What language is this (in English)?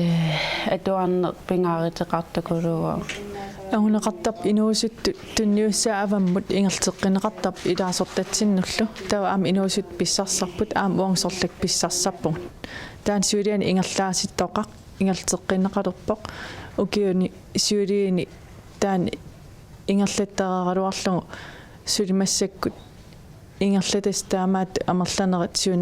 Kalaallisut